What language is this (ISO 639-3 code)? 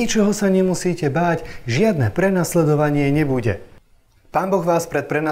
slk